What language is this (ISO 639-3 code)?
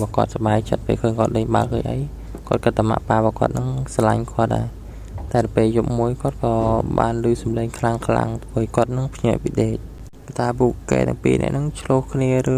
khm